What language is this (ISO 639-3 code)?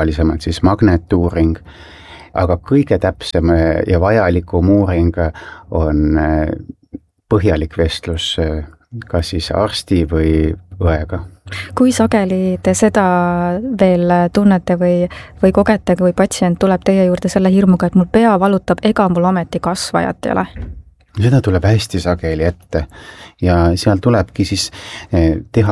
est